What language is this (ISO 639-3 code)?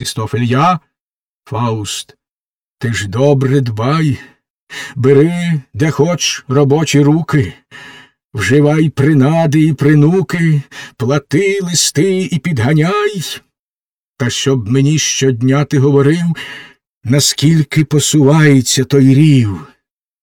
ukr